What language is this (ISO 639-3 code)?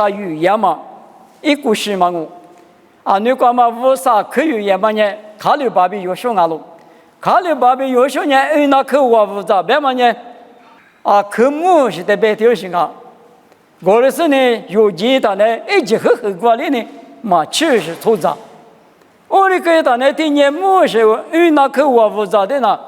lis